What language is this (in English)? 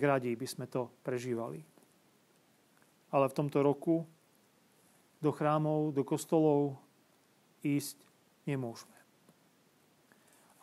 Slovak